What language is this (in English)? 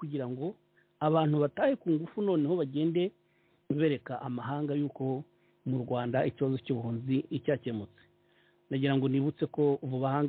Kinyarwanda